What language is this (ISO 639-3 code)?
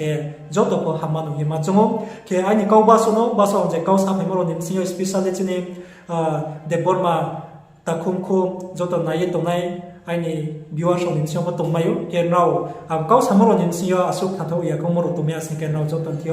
ria